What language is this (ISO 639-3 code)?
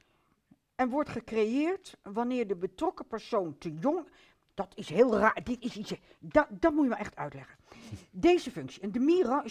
nld